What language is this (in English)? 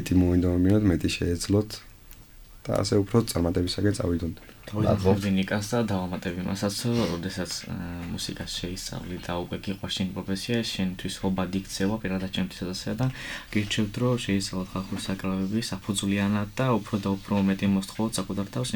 Georgian